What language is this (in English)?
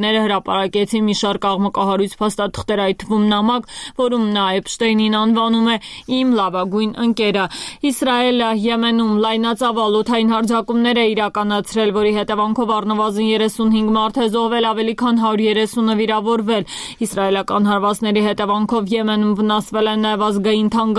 Armenian